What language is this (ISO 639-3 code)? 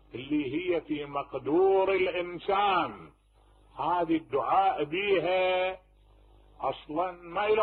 acm